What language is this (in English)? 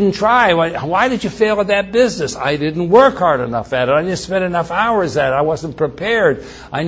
English